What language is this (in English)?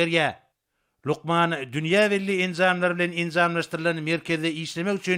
Turkmen